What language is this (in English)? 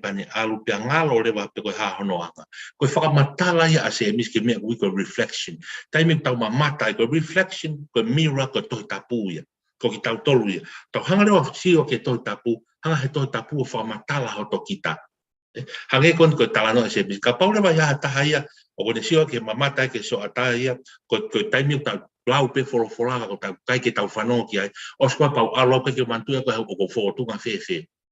Tongan